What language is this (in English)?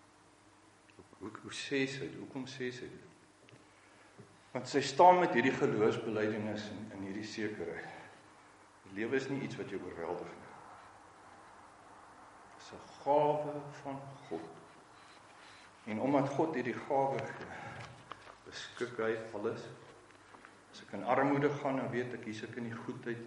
Afrikaans